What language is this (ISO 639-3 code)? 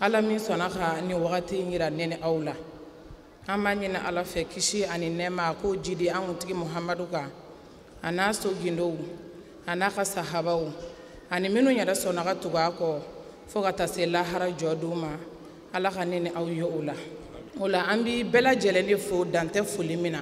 bam